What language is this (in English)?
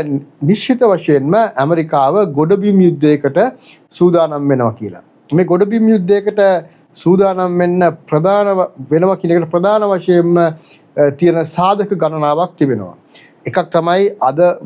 Sinhala